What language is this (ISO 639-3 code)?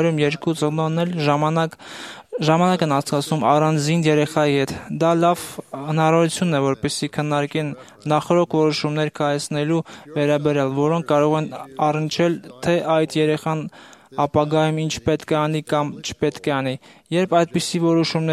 hye